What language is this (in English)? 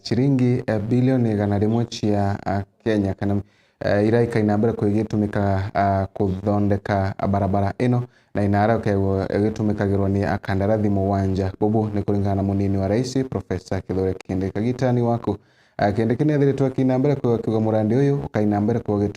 Meru